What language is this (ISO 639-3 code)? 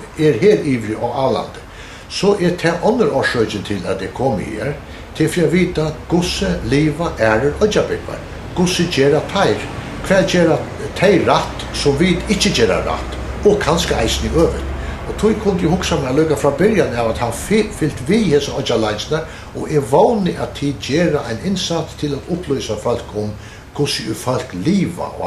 fao